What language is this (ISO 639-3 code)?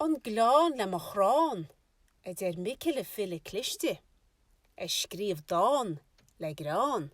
gle